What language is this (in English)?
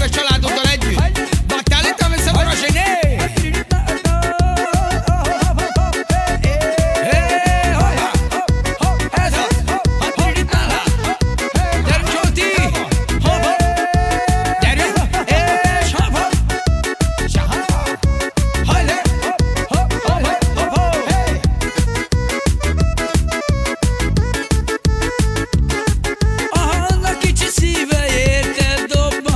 Hungarian